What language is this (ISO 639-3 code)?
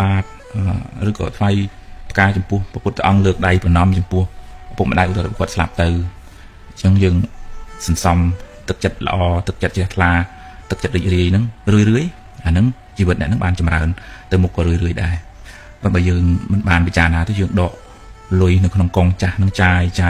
khm